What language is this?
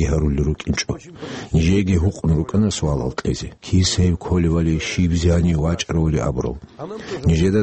Avaric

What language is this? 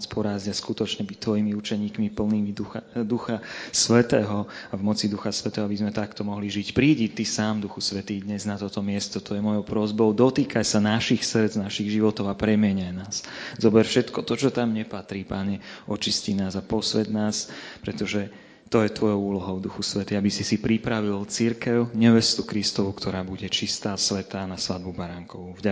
Slovak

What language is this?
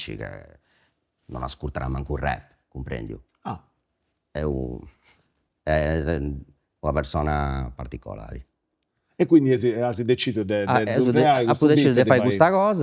Sardinian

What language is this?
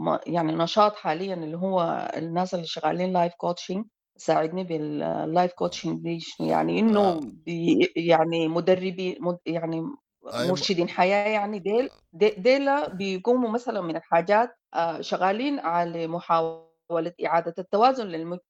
Sudanese Arabic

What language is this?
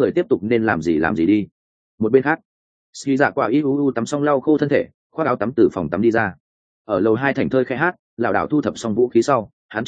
Vietnamese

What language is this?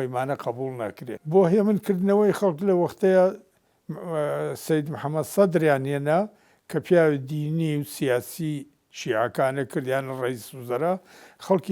Central Kurdish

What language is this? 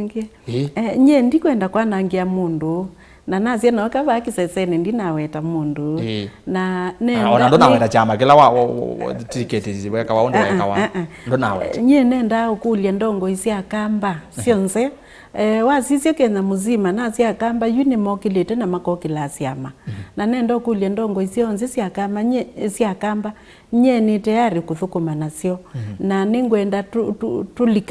Kamba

